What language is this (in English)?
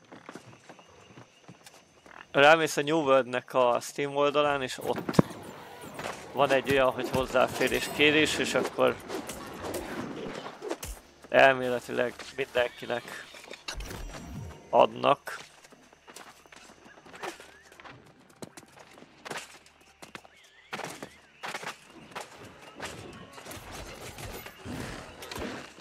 Hungarian